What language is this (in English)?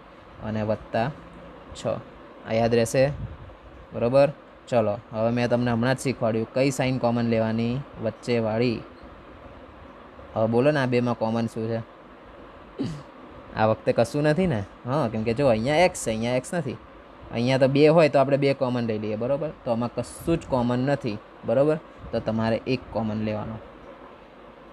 Gujarati